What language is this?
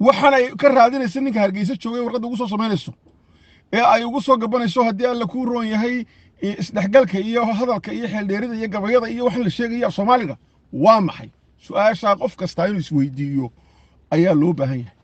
Somali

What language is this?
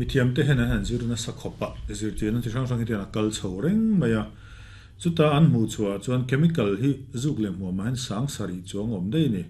Mizo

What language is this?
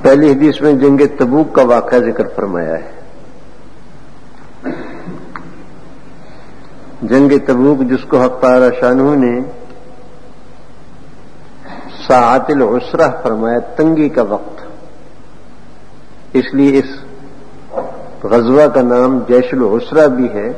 Urdu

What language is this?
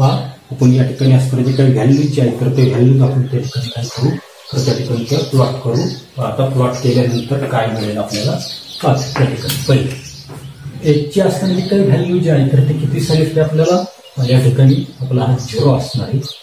Marathi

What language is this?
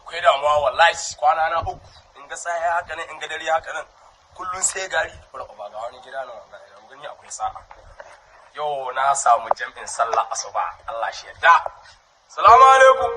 Hausa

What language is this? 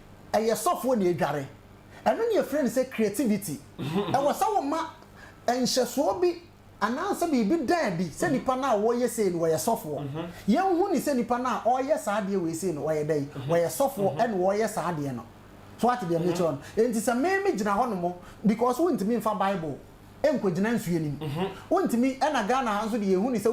Akan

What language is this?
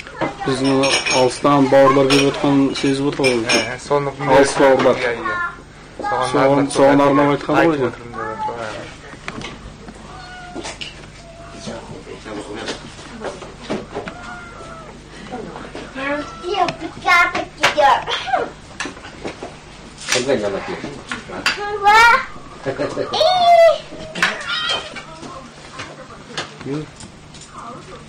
Kazakh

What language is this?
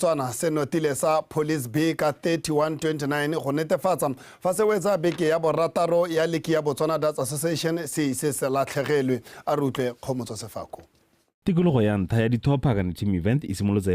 Tswana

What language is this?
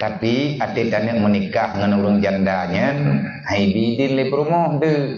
Achinese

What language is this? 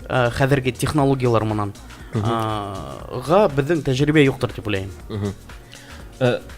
Bashkir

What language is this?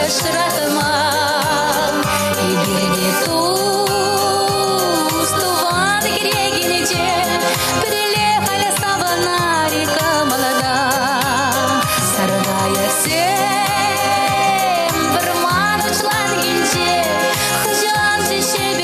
Chuvash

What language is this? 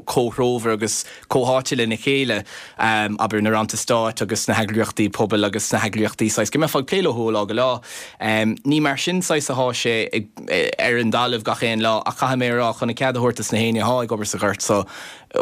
Irish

